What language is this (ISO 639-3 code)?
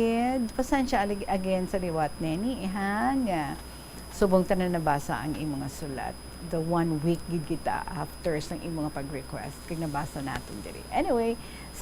hil